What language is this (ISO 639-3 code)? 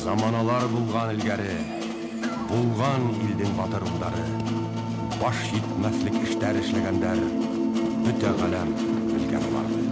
bak